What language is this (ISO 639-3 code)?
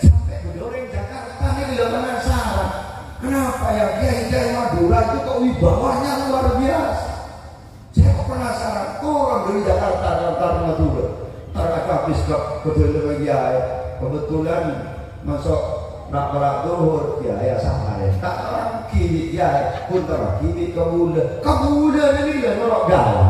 mad